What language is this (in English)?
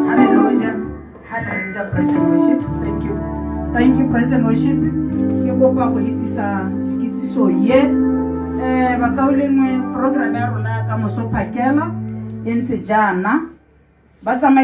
Tswana